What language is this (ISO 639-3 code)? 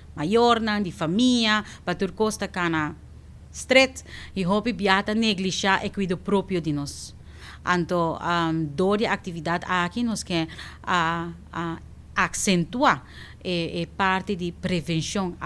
pap